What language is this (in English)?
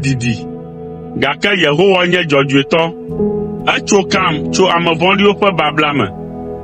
Ewe